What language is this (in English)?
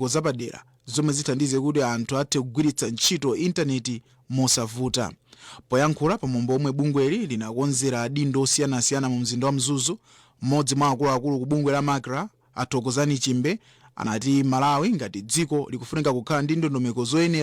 Nyanja